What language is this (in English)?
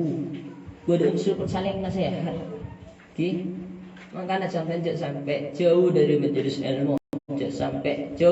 Madurese